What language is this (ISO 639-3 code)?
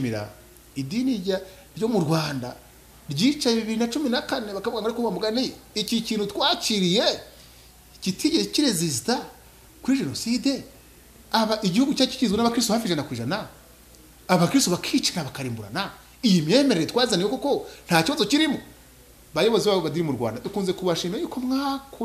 kin